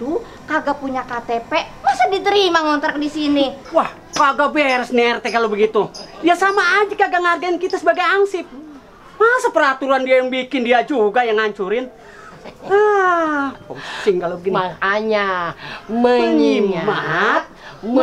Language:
Betawi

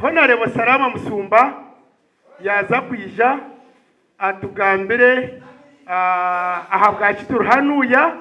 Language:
Nyankole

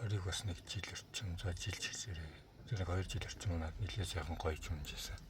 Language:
Mongolian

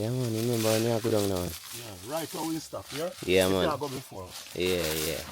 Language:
Jamaican Creole English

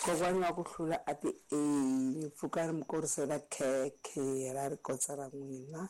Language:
Tsonga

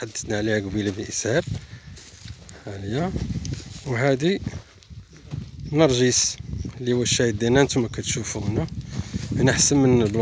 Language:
Moroccan Arabic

